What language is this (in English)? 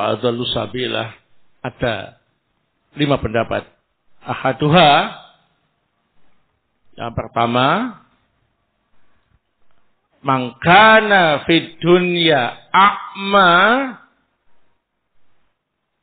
Indonesian